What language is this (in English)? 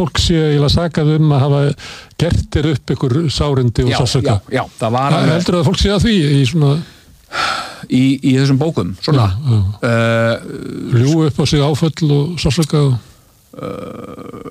Icelandic